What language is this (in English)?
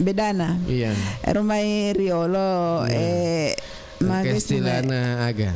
Buginese